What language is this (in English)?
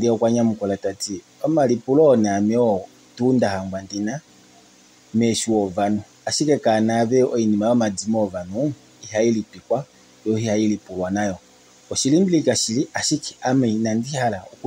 Kuanyama